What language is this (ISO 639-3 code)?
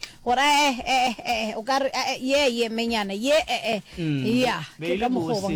nso